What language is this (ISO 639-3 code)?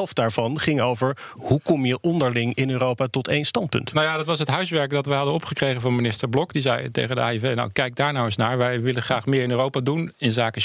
nld